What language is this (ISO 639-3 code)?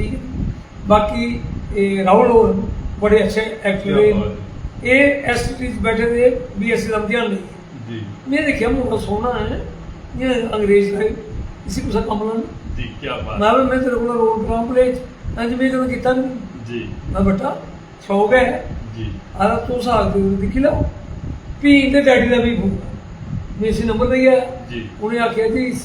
doi